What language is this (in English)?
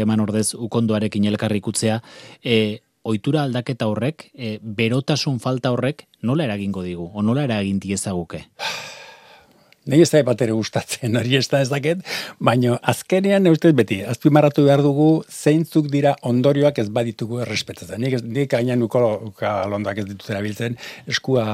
Basque